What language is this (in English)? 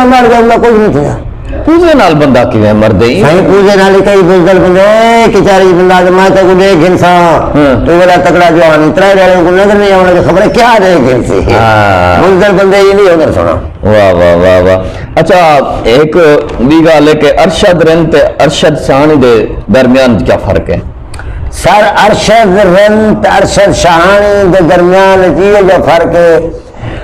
Saraiki